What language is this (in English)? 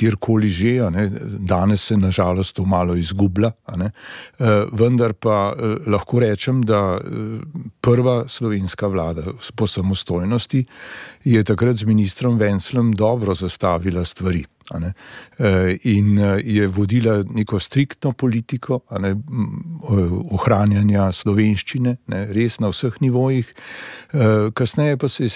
Slovenian